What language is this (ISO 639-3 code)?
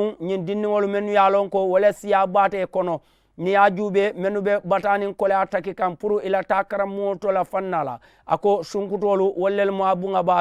man